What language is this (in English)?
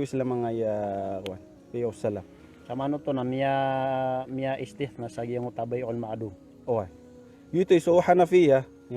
Maranao